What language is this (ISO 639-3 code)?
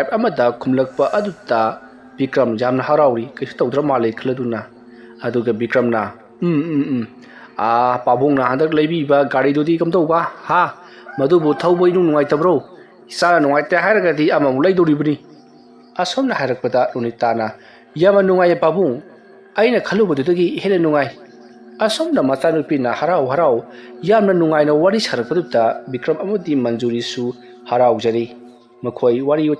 mni